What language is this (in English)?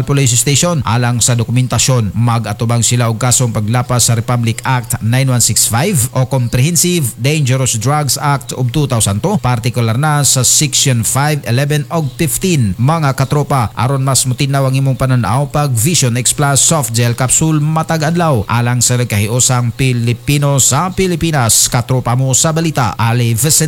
Cebuano